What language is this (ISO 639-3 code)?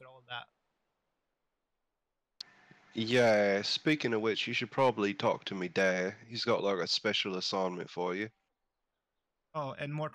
eng